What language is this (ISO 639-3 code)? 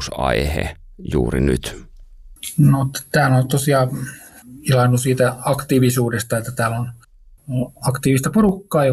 fin